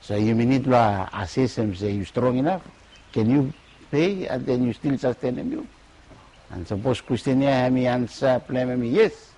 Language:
Bislama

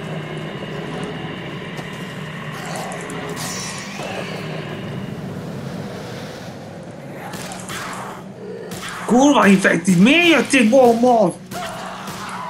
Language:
Hungarian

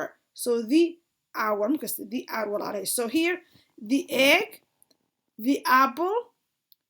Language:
Somali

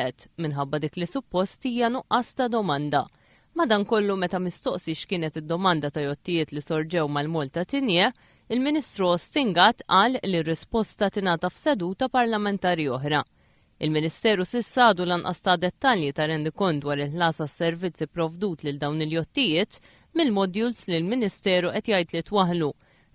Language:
Maltese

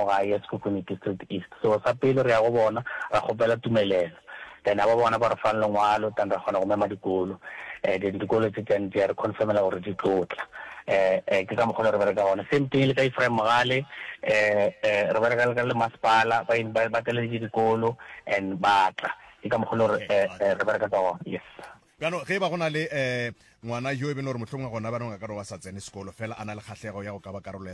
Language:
Northern Sotho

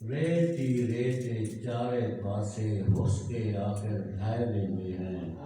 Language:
Saraiki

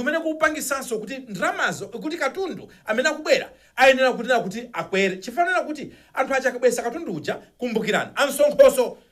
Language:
Nyanja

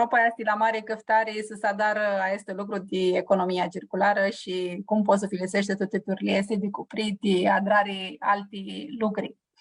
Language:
Aromanian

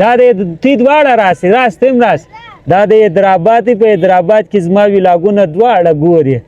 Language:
Pashto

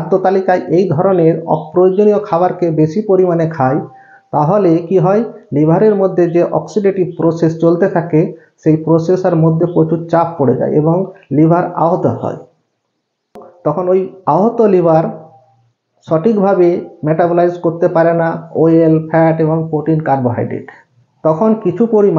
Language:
Bangla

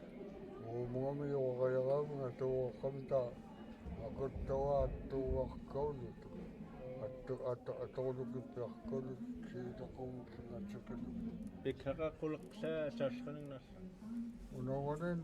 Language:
Central Yupik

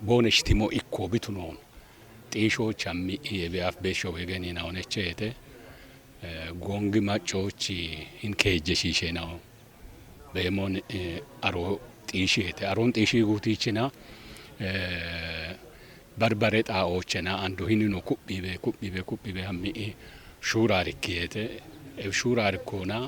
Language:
Kafa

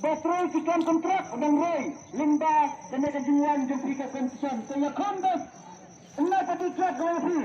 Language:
Khasi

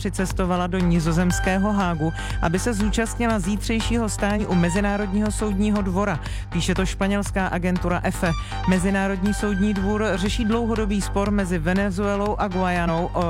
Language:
Czech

